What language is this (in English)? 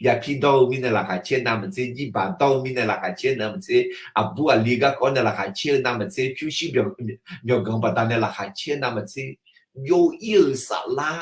Akha